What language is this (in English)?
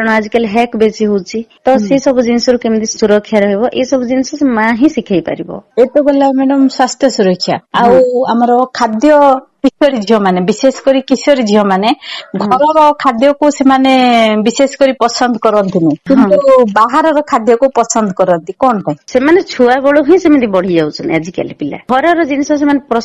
Odia